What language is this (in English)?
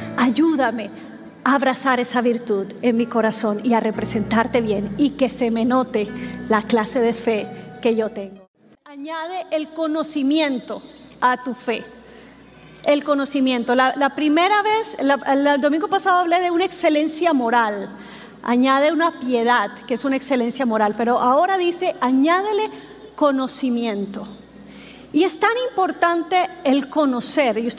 Spanish